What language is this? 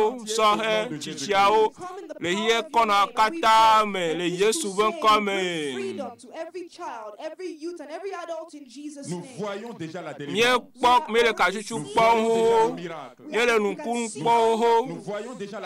Ewe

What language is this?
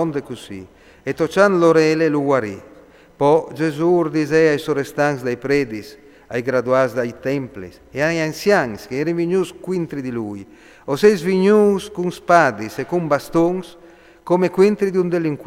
Friulian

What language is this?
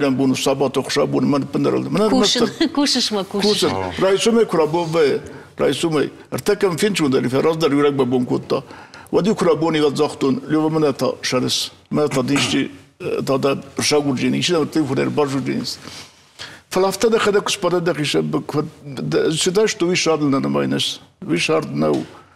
Ossetic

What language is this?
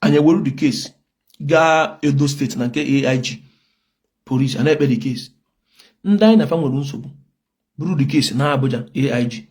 Igbo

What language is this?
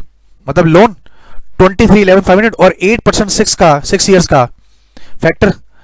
Hindi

